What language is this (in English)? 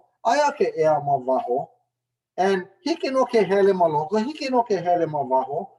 Hawaiian